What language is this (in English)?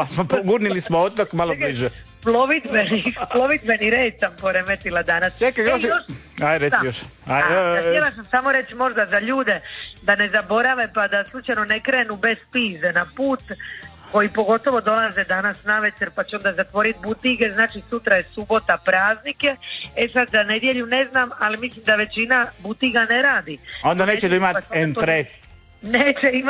Croatian